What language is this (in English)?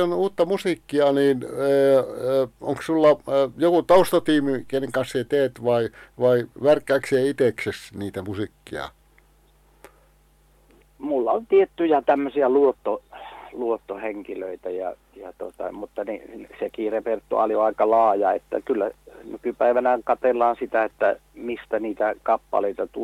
Finnish